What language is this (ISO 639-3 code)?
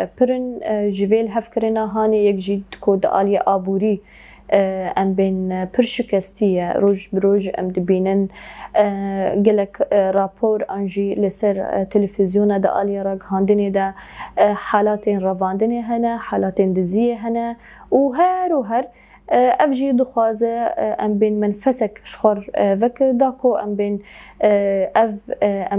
kur